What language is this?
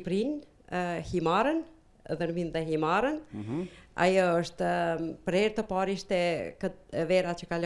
Albanian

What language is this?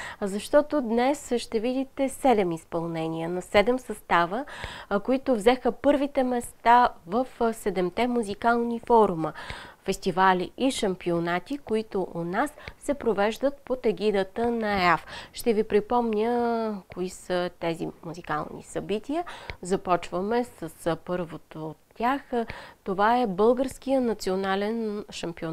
Bulgarian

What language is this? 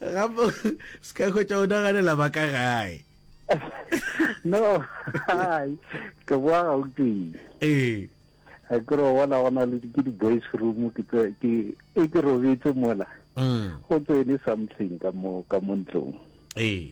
Northern Sotho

